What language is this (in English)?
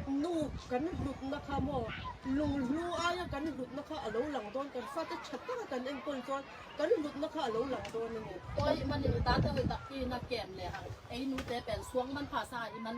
Tedim Chin